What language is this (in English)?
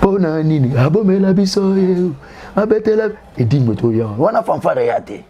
Lingala